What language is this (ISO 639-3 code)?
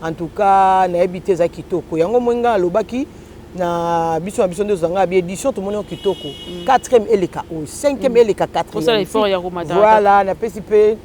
lin